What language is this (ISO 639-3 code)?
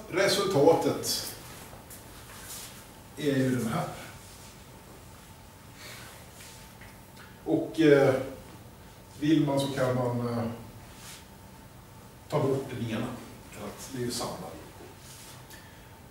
swe